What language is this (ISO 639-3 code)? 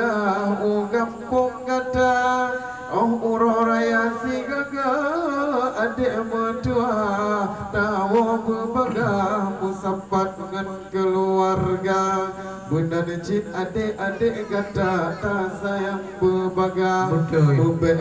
ace